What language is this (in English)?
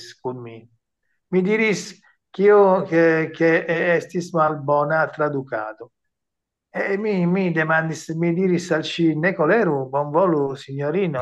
Esperanto